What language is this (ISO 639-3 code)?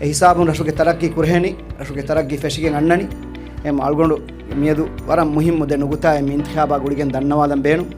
div